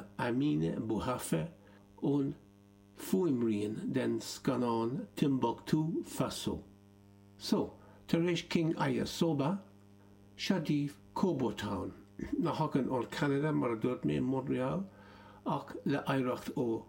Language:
Irish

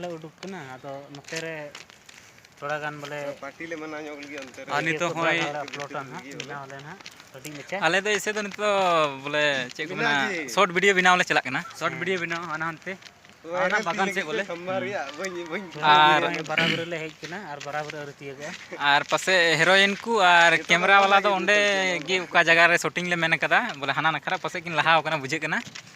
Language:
Santali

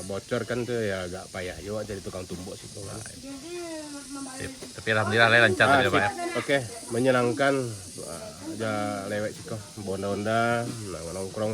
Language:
Minangkabau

